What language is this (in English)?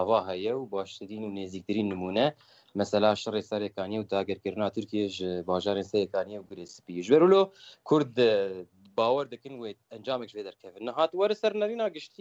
Kurdish